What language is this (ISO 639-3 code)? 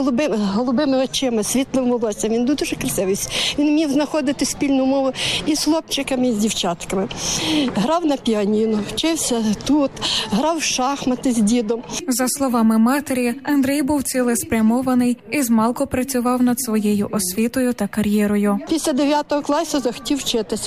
ukr